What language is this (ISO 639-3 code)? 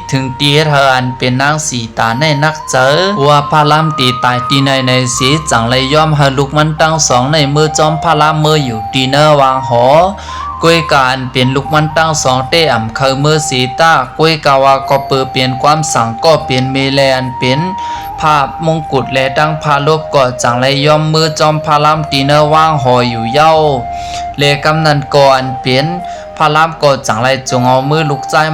shn